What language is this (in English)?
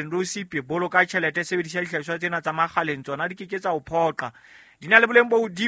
Southern Sotho